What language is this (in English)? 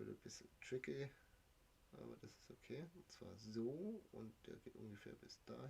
Bavarian